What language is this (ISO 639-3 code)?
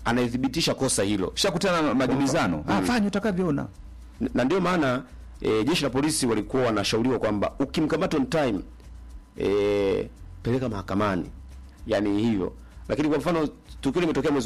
swa